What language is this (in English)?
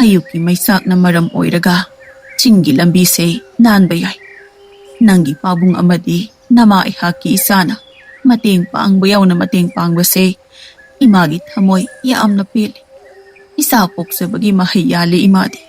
Manipuri